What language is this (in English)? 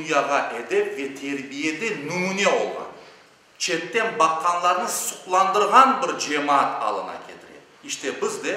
Crimean Tatar